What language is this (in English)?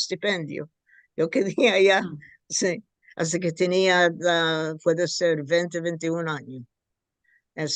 Ladino